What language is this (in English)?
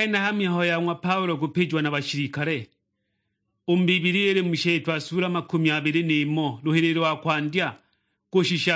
Sukuma